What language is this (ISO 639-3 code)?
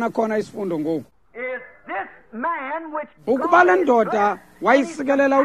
xho